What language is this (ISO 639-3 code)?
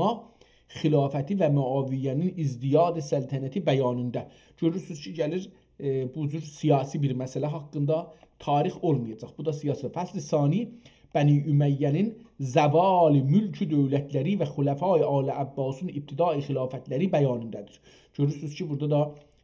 azb